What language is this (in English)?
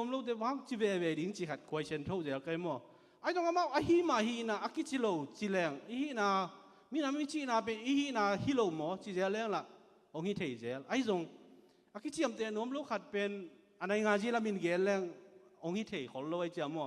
Tedim Chin